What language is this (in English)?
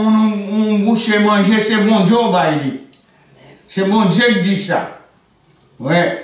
Haitian Creole